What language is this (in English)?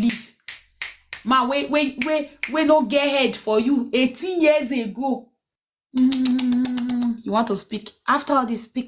Nigerian Pidgin